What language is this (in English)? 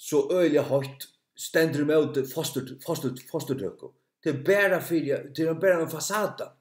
Faroese